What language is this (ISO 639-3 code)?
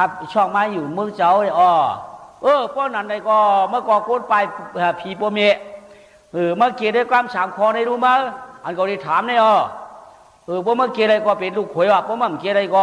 shn